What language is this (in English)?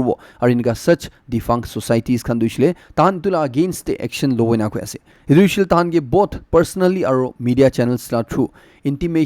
Naga Pidgin